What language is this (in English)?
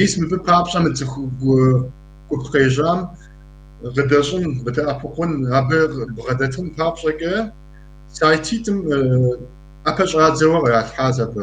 Kabardian